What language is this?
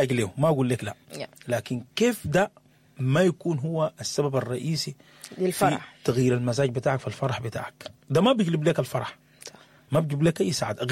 Sudanese Arabic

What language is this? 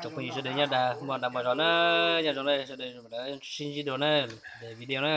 Hmong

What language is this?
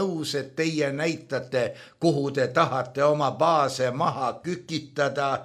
Estonian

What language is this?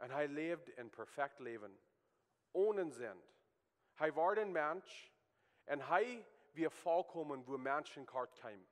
Plautdietsch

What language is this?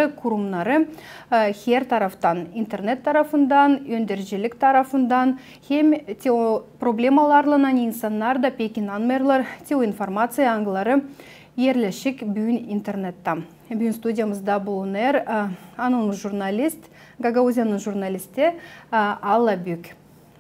Gagauz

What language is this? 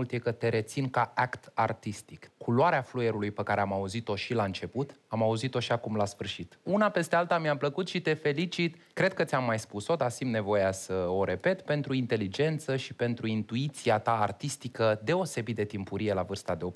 Romanian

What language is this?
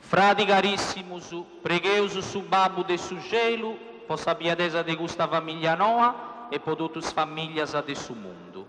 Sardinian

